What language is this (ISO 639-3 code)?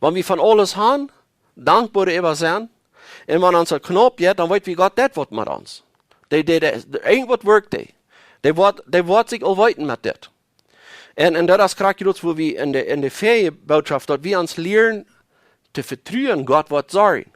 pdt